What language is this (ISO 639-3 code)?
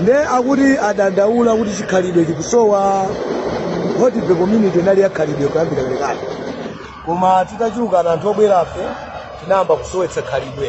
nya